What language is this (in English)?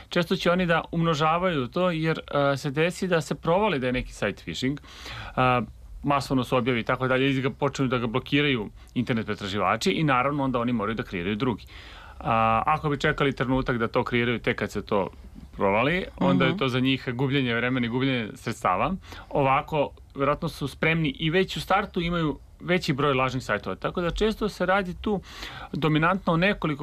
Serbian